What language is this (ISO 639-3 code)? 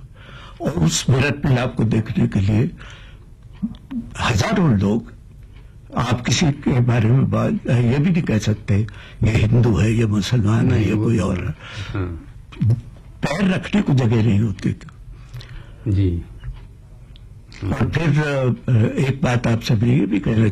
urd